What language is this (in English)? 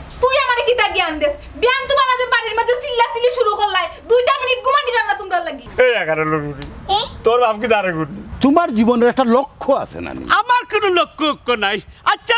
Sylheti